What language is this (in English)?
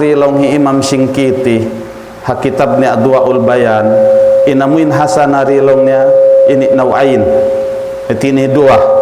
Tausug